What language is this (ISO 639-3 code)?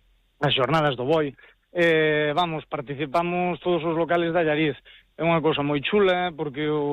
glg